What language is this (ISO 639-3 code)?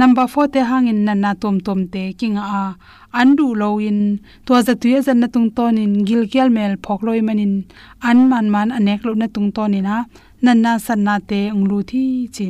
ctd